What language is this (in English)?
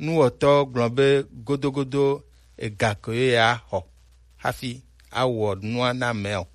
Gen